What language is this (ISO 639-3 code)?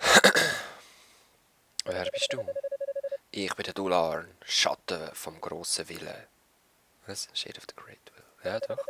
gsw